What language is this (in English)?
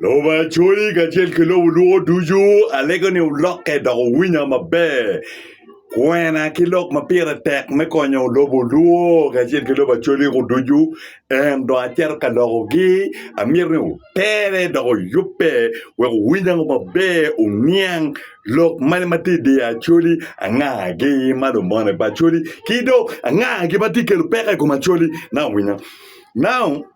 Acoli